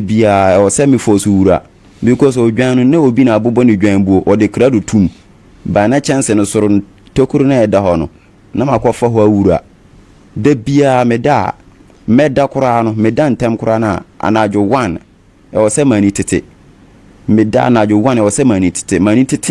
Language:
Akan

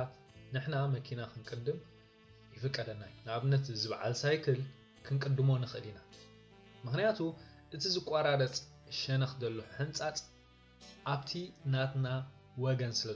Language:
Tigrinya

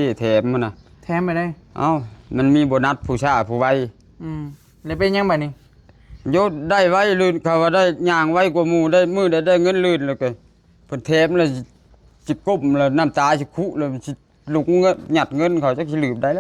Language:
Northeastern Thai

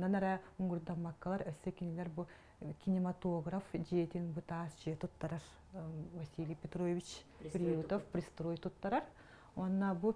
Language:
Yakut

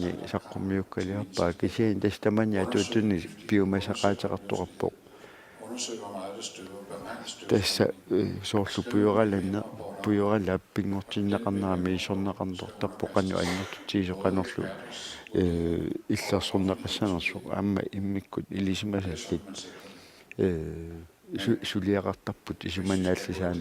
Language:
Kalaallisut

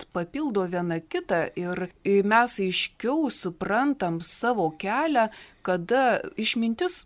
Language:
Lithuanian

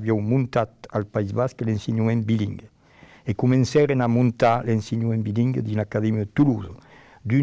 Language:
Occitan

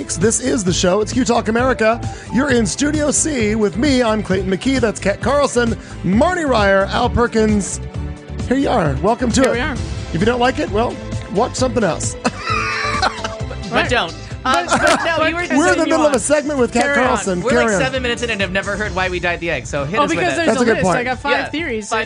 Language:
English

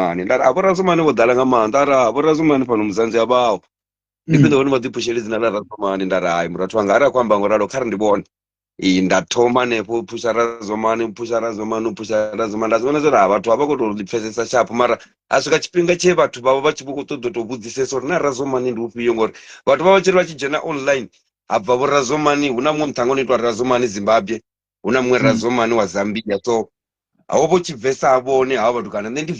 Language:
Venda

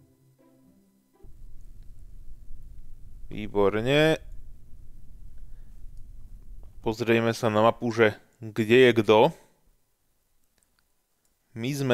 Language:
Slovak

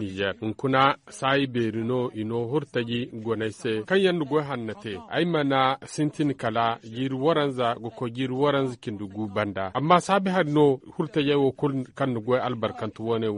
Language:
Zarma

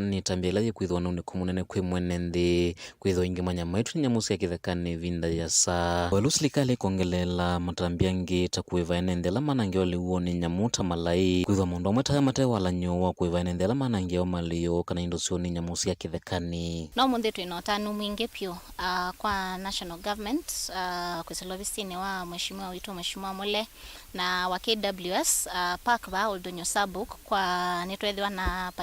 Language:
Kamba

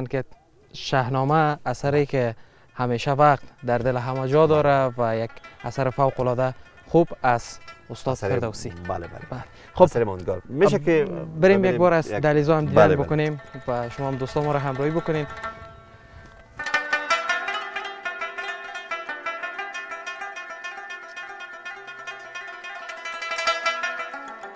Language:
Persian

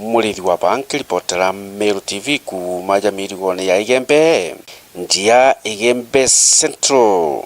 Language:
Meru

